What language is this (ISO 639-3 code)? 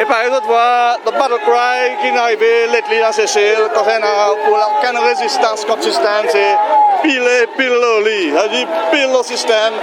crs